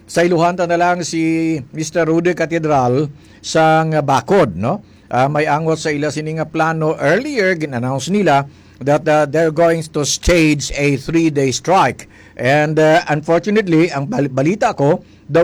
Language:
Hiligaynon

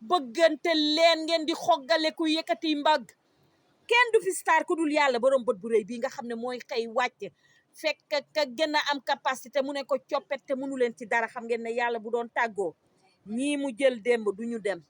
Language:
Wolof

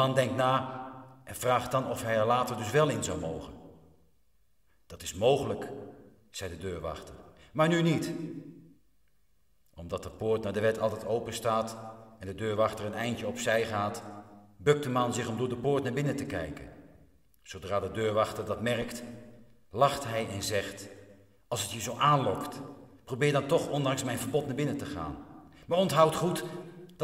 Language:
Dutch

